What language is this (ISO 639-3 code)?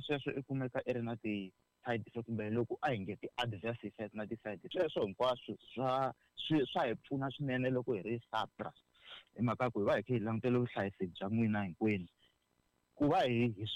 tso